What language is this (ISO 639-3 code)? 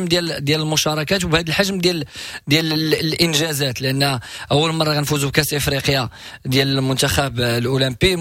ary